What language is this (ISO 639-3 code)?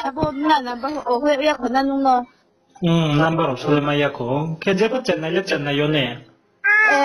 ria